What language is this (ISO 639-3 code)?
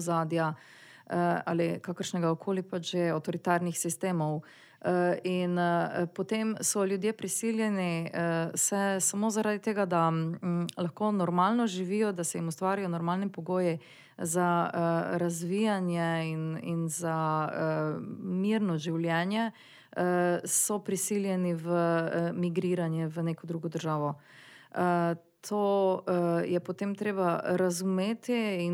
slv